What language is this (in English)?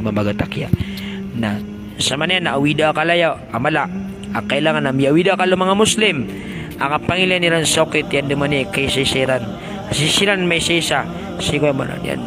Maranao